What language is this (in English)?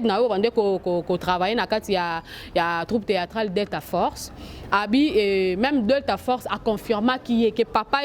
Lingala